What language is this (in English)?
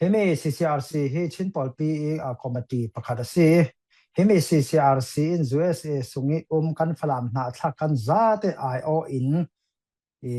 Falam Chin